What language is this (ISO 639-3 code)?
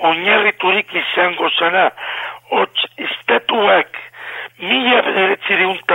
eus